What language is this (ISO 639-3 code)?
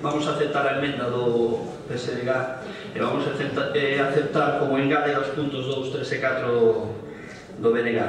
glg